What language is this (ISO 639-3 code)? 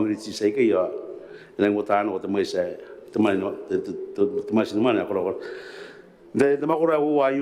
gil